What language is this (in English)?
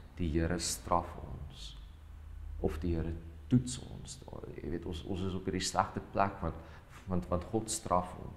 Afrikaans